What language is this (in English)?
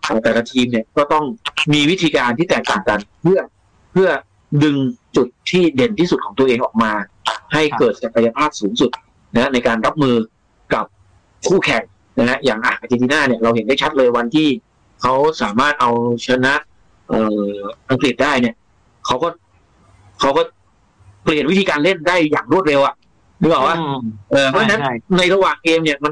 Thai